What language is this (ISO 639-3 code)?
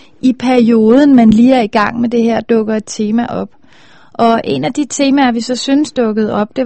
dan